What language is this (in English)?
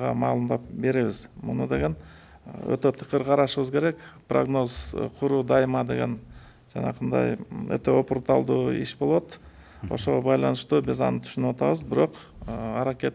Kyrgyz